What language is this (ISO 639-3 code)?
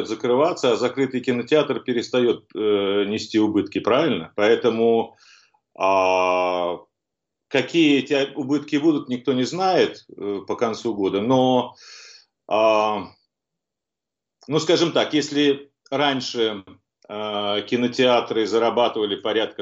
rus